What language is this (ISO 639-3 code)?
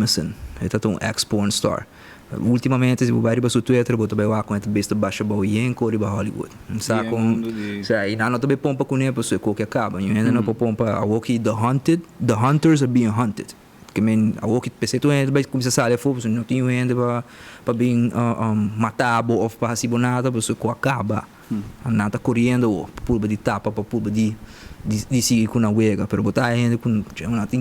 pap